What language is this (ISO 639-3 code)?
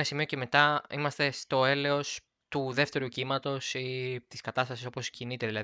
ell